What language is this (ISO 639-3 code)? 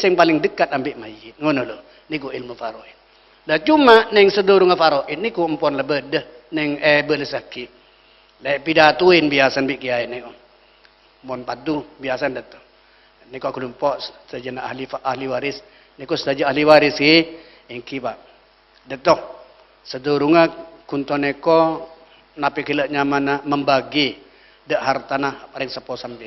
mad